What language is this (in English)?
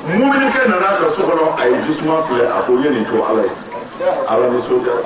Bambara